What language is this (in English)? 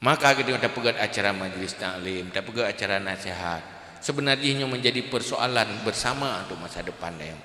Achinese